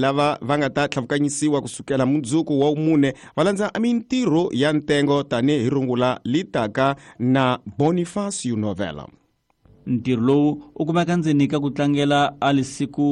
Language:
Tsonga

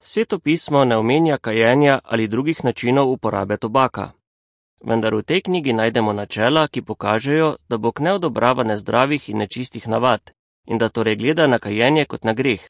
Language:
Slovenian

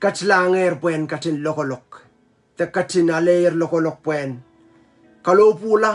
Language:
Pohnpeian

